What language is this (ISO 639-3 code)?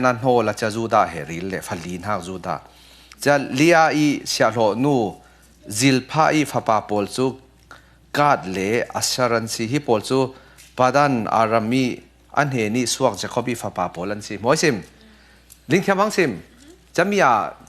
cfm